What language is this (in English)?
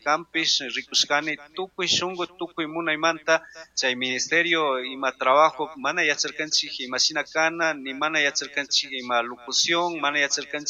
Chimborazo Highland Quichua